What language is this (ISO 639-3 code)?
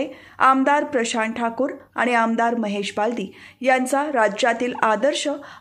mar